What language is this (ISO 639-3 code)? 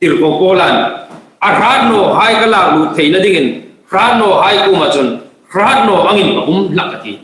hmr